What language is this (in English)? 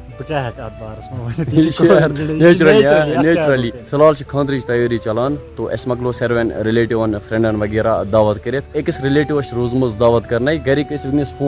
Kashmiri